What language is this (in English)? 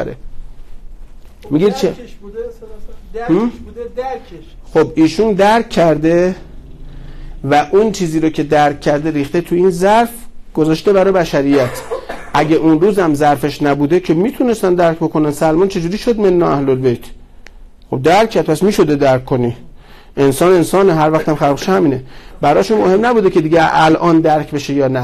Persian